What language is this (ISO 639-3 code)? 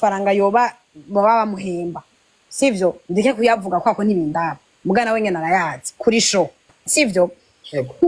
run